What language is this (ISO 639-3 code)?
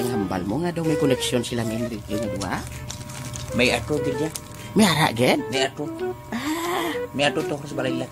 hil